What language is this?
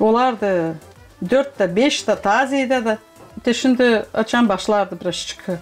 Gagauz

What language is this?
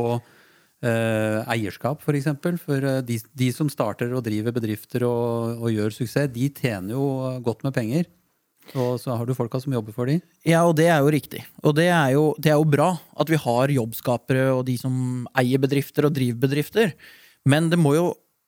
Norwegian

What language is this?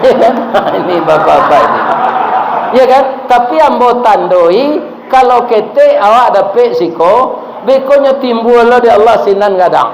Minangkabau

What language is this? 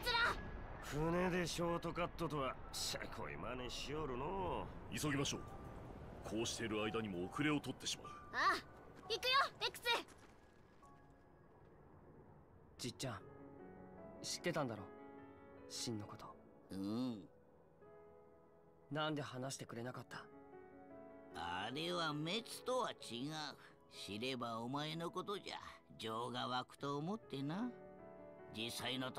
Japanese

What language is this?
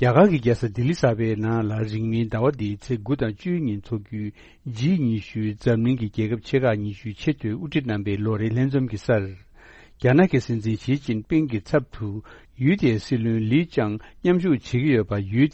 Tibetan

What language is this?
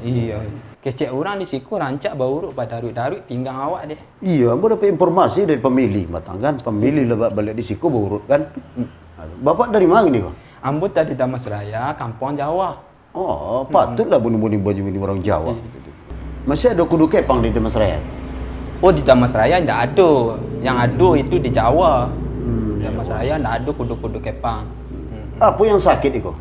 Minangkabau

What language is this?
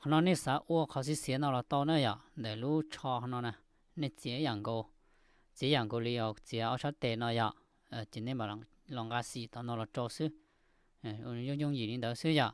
Hmong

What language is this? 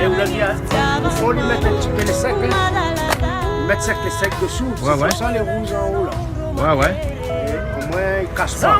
Réunion Creole French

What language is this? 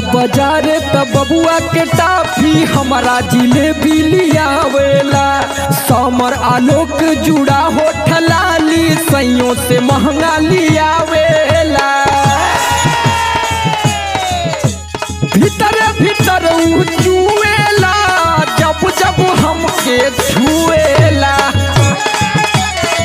Bhojpuri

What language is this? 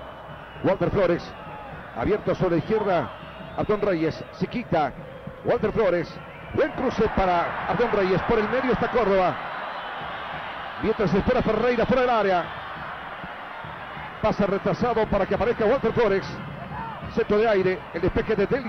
Spanish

